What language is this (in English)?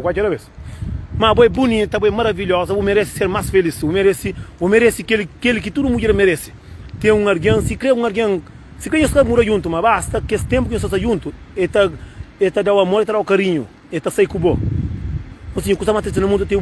Kabuverdianu